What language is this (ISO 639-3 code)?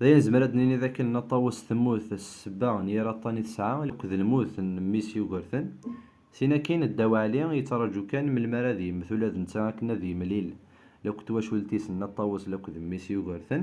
kab